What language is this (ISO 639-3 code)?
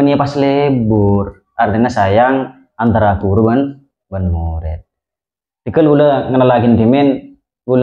mad